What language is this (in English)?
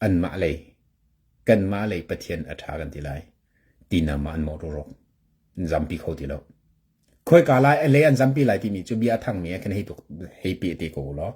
Hakha Chin